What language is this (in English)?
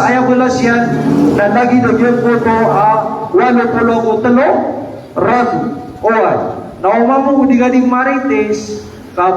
Maranao